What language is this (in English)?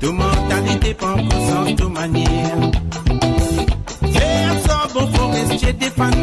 Morisyen